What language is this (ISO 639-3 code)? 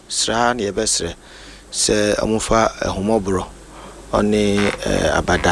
aka